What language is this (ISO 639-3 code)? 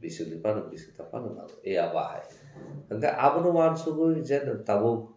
trp